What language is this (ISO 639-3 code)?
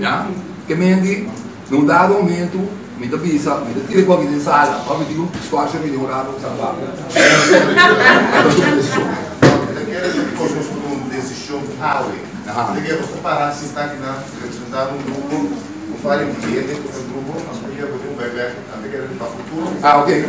pap